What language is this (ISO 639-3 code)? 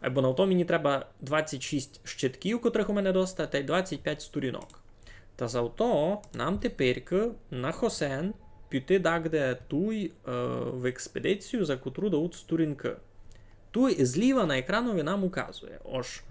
rue